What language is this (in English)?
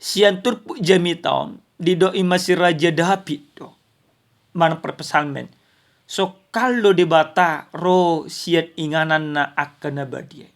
Batak Toba